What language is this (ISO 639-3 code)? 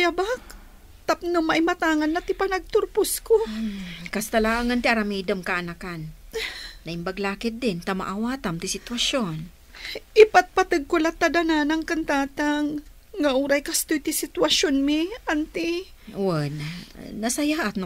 ilo